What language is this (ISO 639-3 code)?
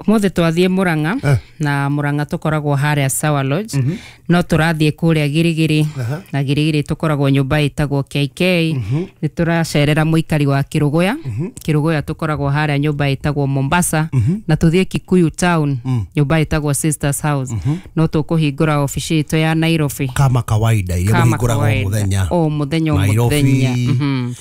kik